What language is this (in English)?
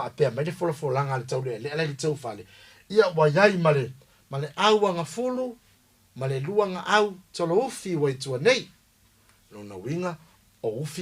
Samoan